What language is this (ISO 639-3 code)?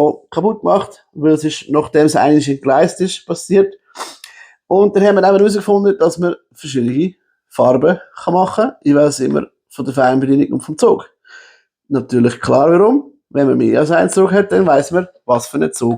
gsw